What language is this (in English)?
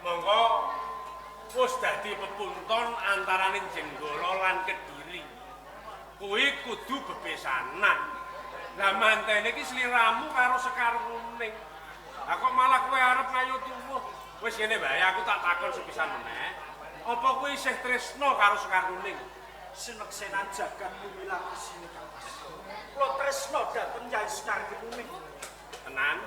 Javanese